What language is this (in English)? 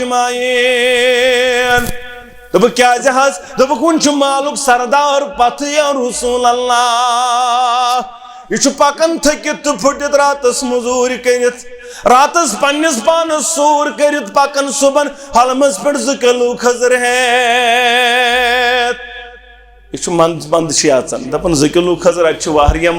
Kashmiri